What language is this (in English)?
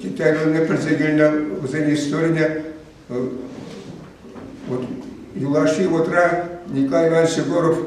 Chuvash